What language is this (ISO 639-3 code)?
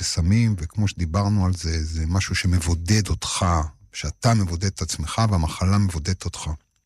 heb